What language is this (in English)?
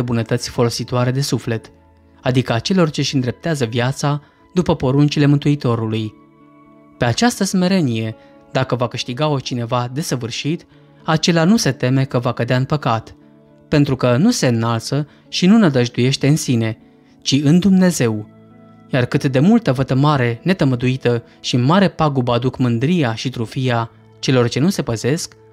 Romanian